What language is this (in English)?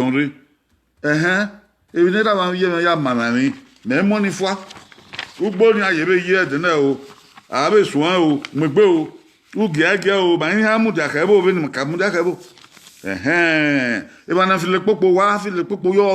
Bini